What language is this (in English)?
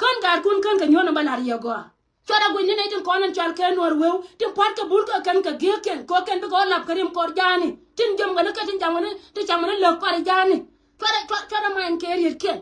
Nuer